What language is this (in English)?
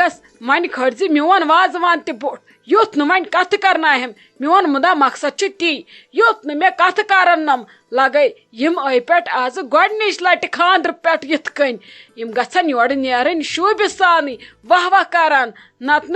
Kashmiri